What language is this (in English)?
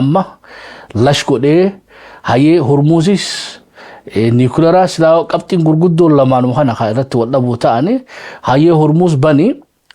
Oromo